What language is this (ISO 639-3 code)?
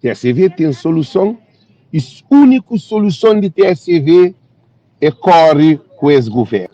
kea